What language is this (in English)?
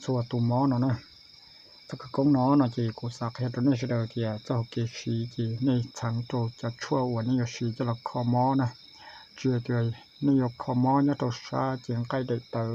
Hmong